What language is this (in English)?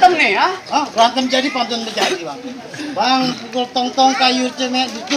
Betawi